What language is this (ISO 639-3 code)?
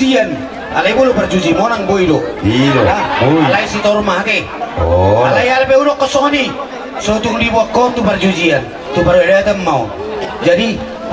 bbc